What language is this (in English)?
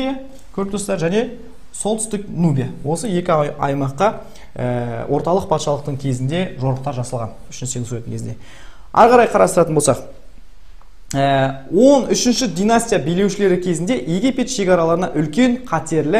Kazakh